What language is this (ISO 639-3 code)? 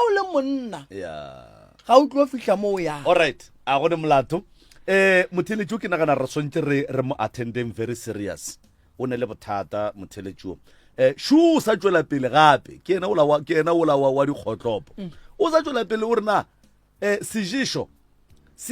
nso